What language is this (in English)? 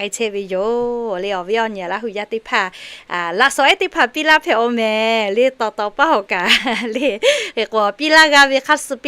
Lahu